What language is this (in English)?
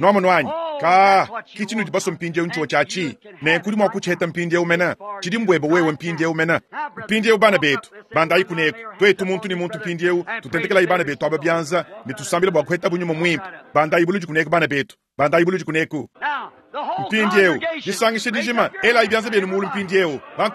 Luba-Lulua